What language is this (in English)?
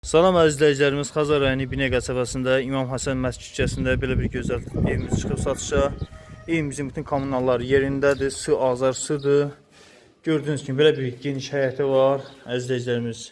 Azerbaijani